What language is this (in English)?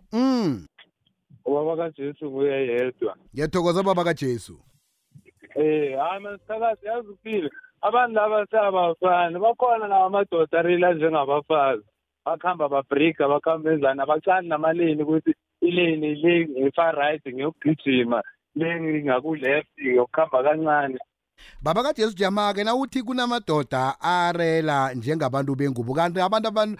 South Ndebele